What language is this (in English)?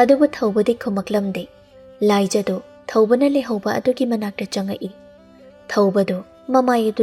Manipuri